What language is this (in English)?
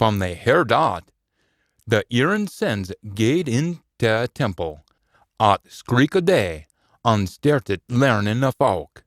Scots